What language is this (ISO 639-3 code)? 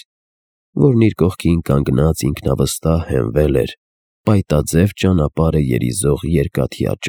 hye